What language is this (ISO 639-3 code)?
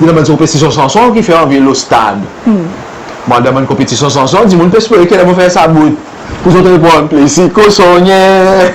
crs